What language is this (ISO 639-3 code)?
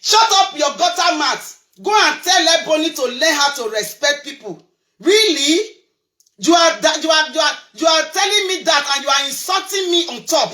pcm